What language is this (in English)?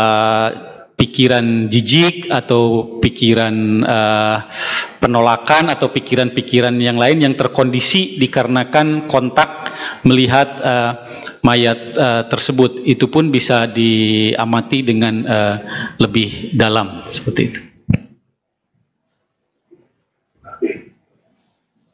Indonesian